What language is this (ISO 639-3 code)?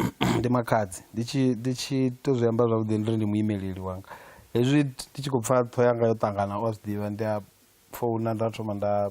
ven